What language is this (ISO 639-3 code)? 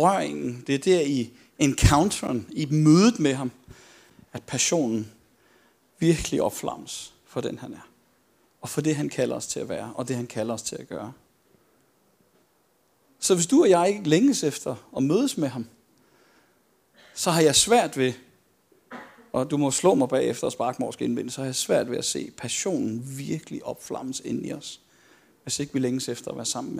dan